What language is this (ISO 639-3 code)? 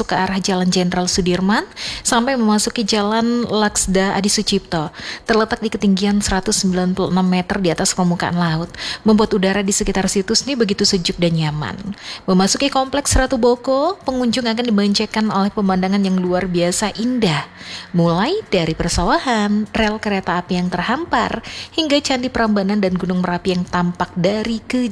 ind